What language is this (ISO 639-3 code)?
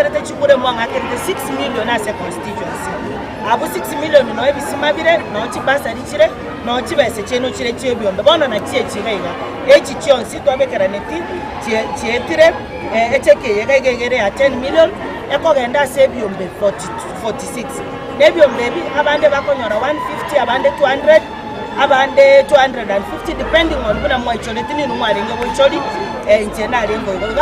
guz